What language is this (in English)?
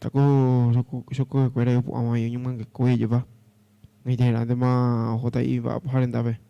Guarani